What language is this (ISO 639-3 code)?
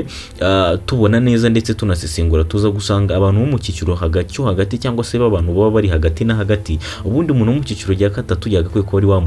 kin